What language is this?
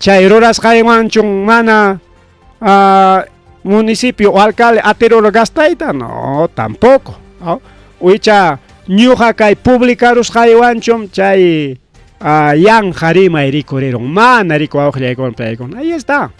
Ayacucho Quechua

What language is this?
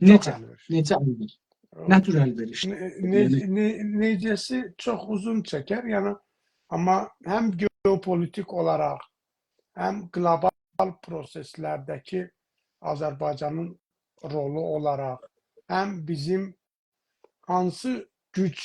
South Azerbaijani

